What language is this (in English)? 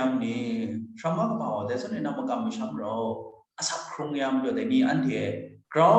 Kachin